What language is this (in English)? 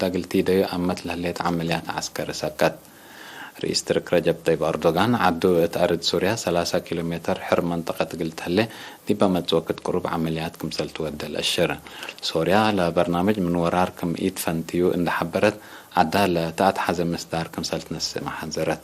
Tigre